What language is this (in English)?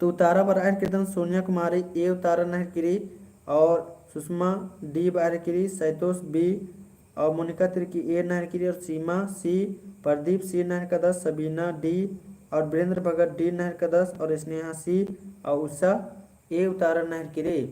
Kurukh